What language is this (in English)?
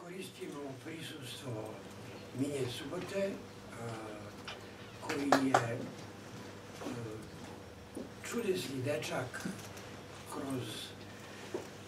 Serbian